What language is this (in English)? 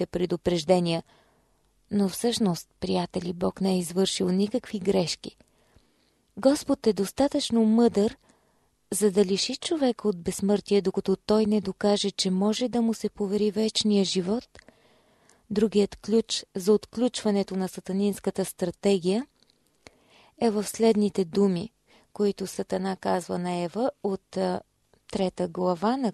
Bulgarian